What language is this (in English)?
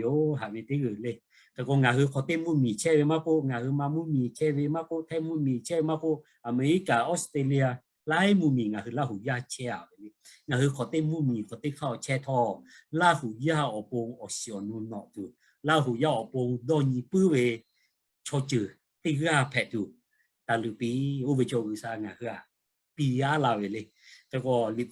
Lahu